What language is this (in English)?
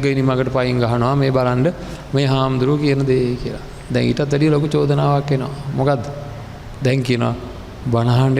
Sinhala